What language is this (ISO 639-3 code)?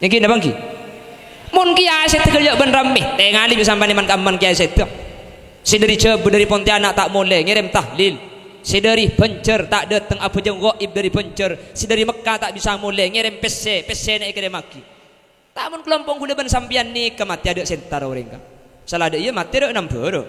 mad